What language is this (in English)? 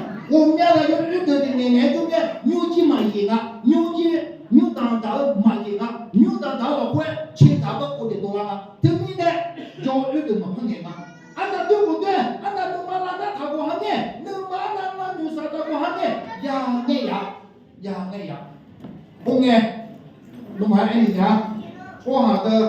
Akha